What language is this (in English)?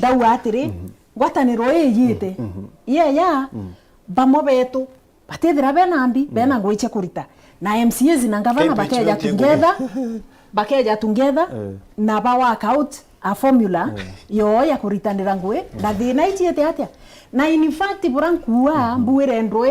Meru